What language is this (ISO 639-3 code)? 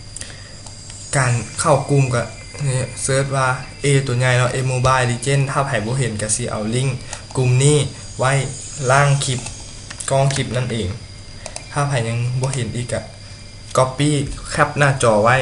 lao